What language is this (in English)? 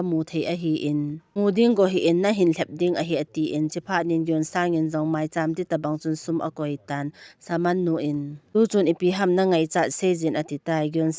Thado Chin